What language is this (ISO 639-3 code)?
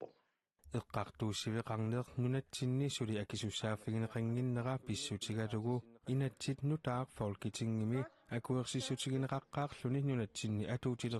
kal